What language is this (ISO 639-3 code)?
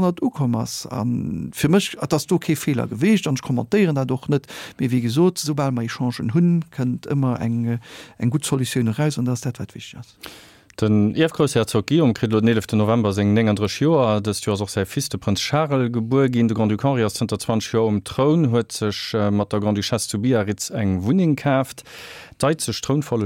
ltz